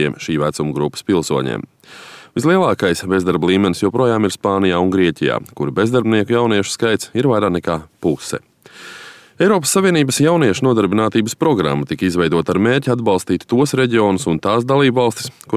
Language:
Latvian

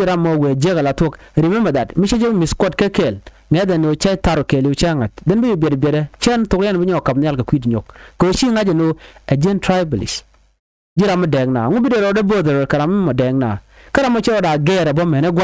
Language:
Nuer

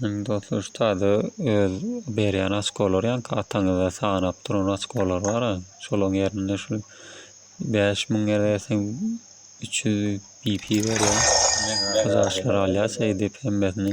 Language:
Turkmen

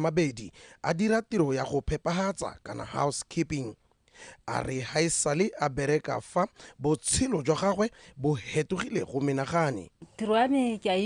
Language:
Tswana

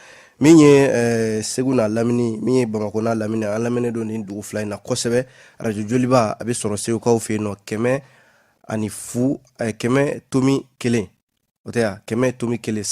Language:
Bambara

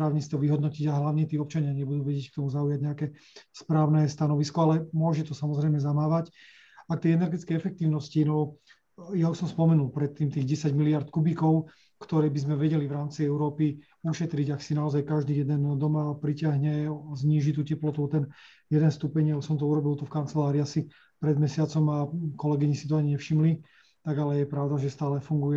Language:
Slovak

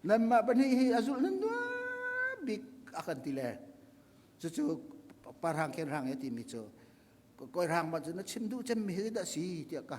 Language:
Hakha Chin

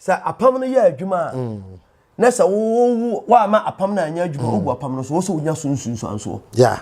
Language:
Akan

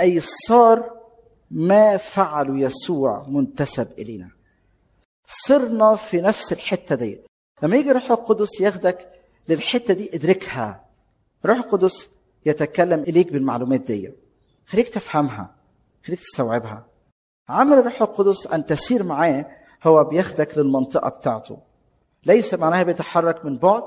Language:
Egyptian Arabic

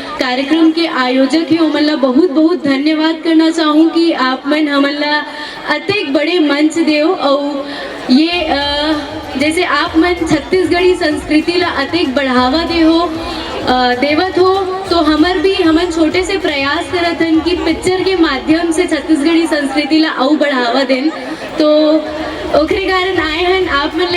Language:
Chhattisgarhi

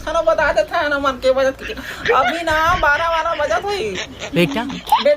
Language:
Chhattisgarhi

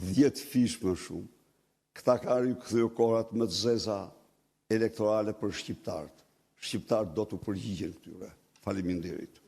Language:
Albanian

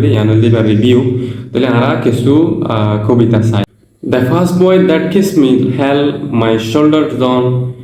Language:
Rohingya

